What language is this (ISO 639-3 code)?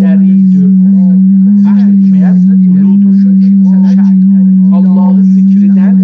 azb